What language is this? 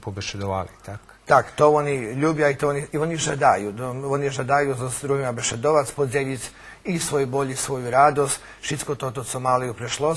Rusyn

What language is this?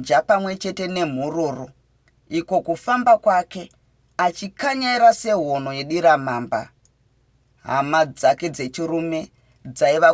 Shona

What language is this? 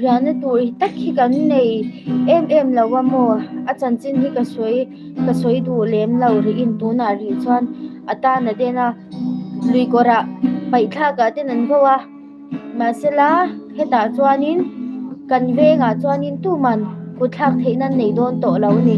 Mizo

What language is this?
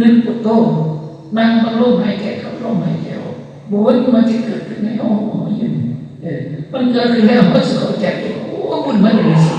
Northeastern Thai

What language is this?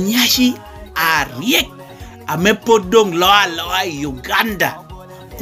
Lango (Uganda)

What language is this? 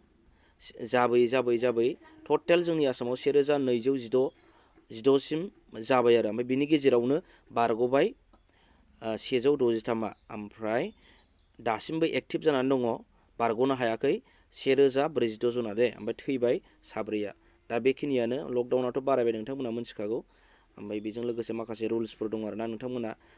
Bodo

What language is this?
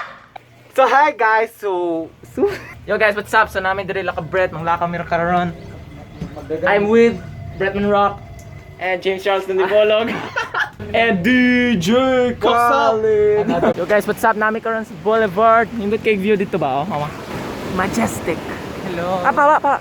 Cebuano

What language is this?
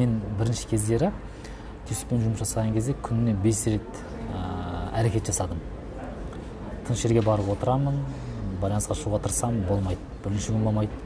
Kazakh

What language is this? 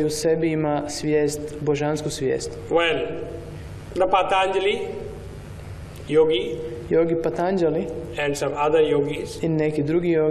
Croatian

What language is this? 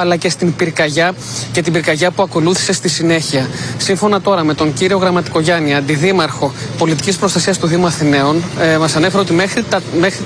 Greek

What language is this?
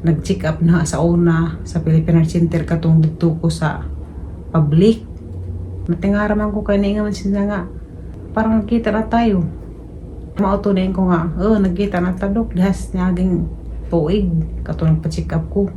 Cebuano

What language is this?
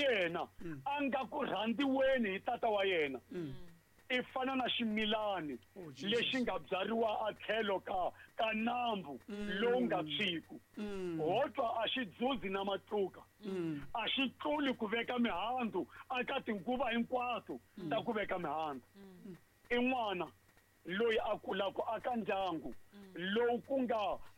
Tsonga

